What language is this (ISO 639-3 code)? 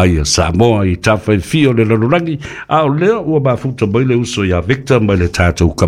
smo